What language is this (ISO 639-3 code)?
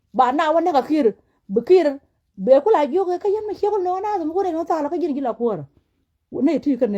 nus